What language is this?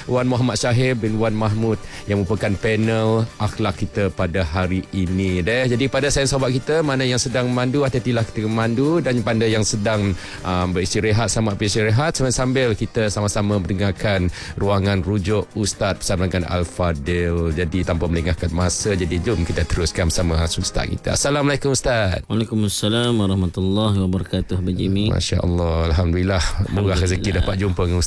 Malay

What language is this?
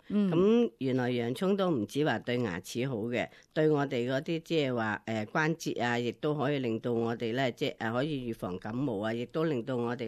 Cantonese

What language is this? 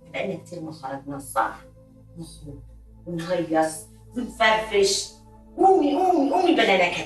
Egyptian Arabic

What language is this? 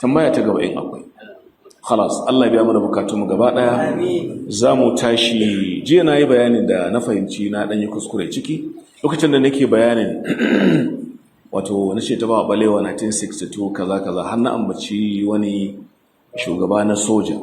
Hausa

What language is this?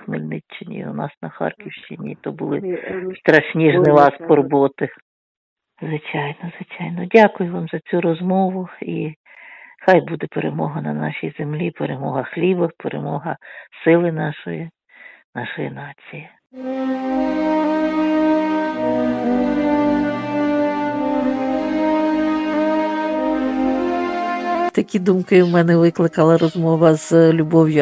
Ukrainian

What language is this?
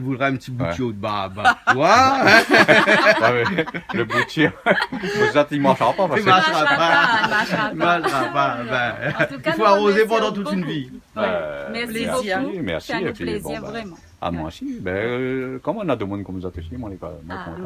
Réunion Creole French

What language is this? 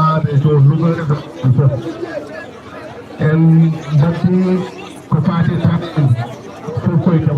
Fula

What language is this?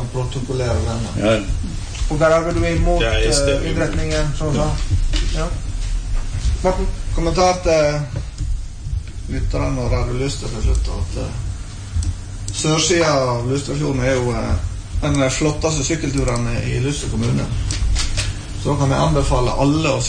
Norwegian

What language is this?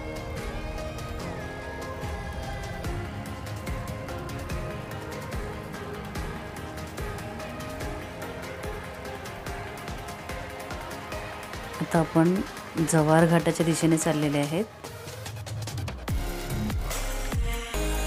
Marathi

